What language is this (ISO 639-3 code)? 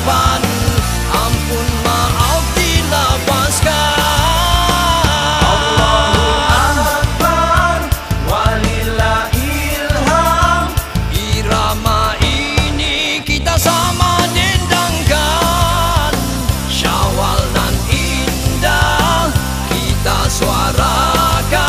msa